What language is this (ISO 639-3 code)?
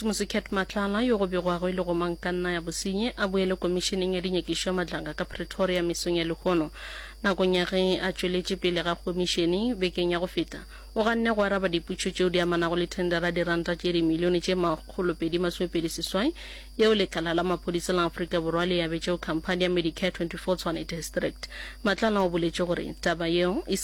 nso